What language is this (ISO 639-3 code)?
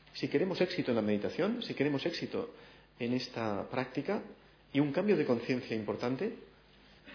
spa